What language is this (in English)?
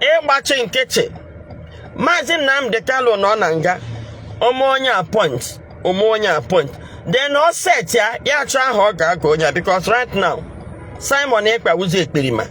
Igbo